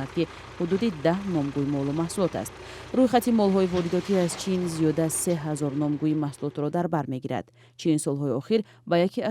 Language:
Tajik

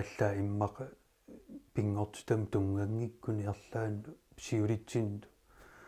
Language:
Kalaallisut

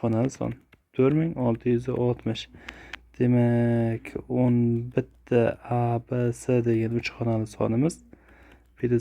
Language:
Uzbek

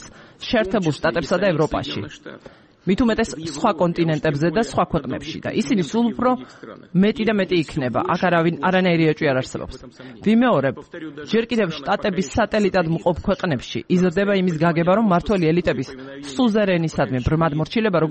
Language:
Georgian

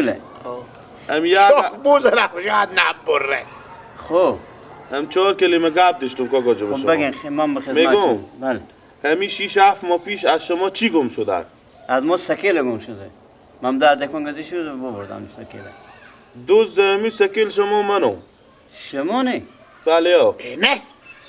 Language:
Persian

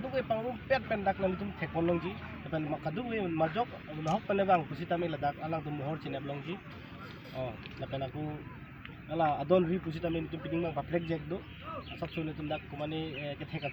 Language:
Karbi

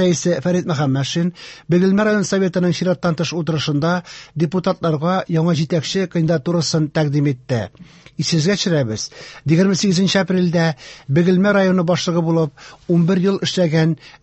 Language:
Tatar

